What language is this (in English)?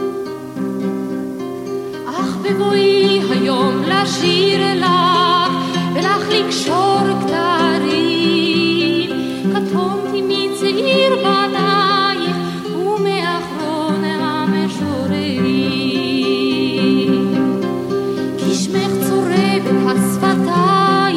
Hebrew